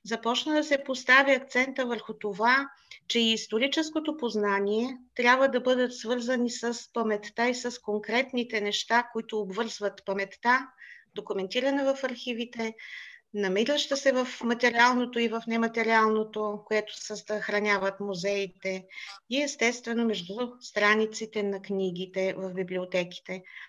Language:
Bulgarian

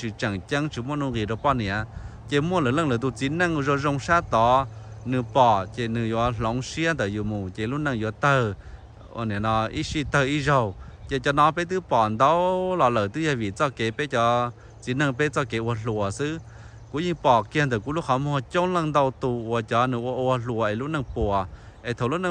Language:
Hmong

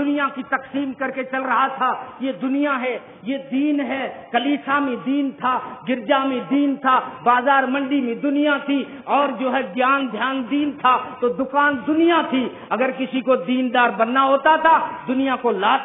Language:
Urdu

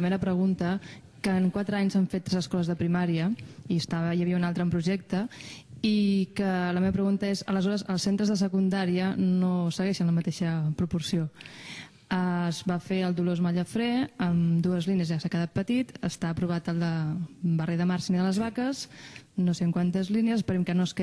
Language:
Catalan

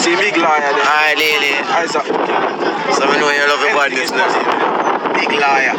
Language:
Jamaican Creole English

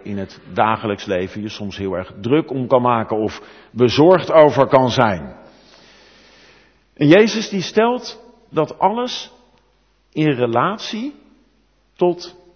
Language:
Dutch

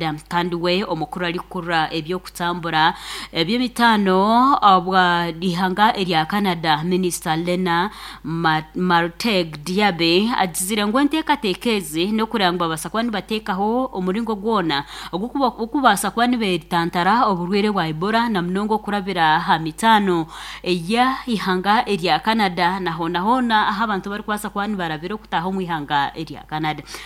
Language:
Nyankole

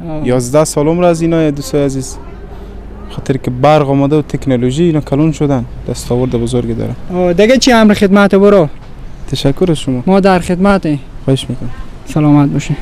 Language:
Persian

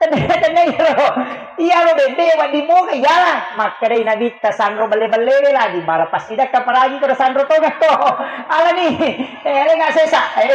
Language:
Buginese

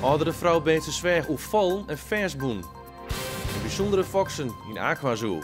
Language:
Western Frisian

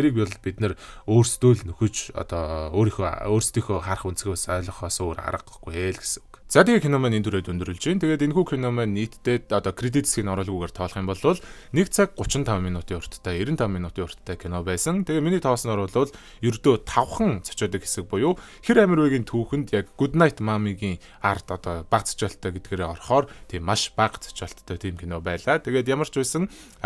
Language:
Mongolian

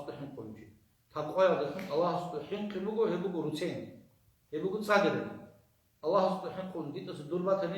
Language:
Avaric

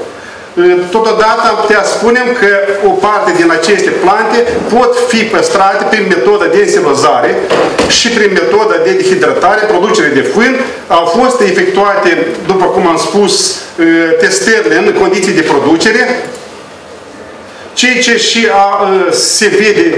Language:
Romanian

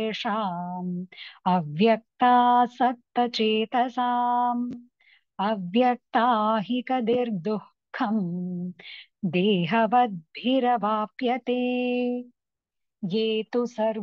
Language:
Sanskrit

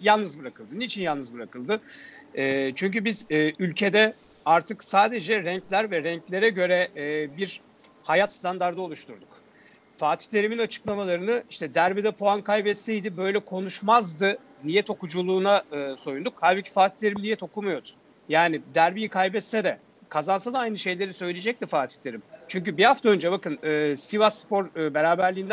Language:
Turkish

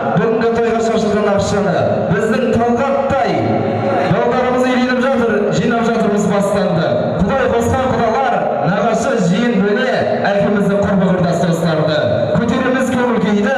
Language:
Kazakh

